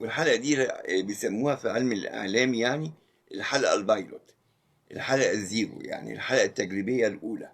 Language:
Egyptian Arabic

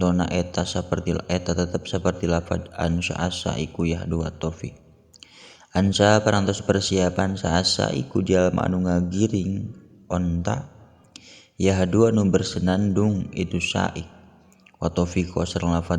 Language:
Sundanese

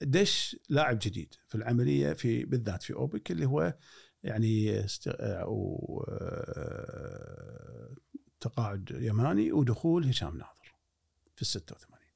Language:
Gulf Arabic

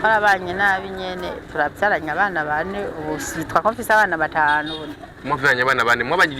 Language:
Rundi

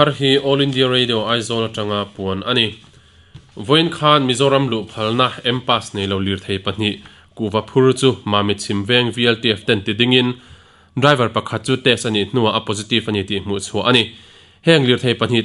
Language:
Mizo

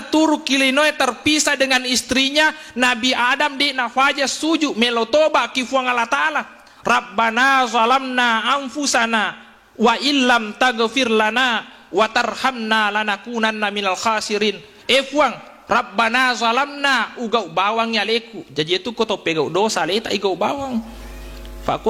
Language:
Buginese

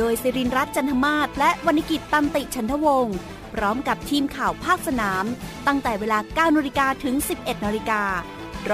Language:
Thai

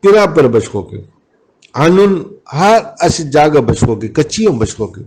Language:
Brahui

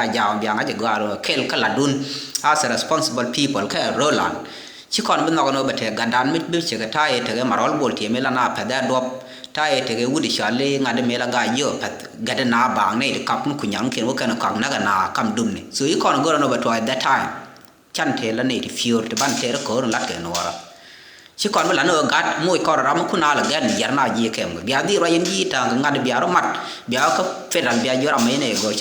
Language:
Nuer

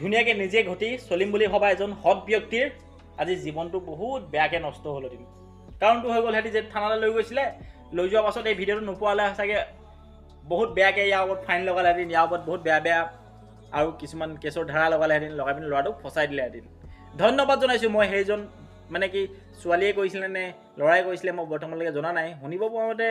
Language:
Assamese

